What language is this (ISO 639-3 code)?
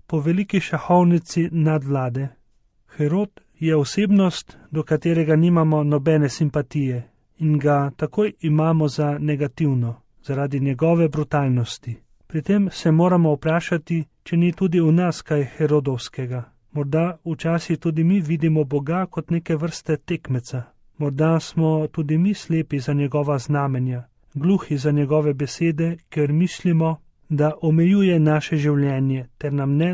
slv